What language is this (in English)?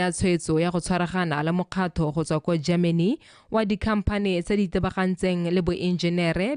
Tswana